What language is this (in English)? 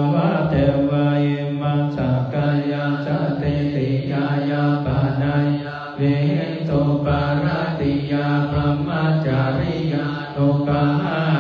Pali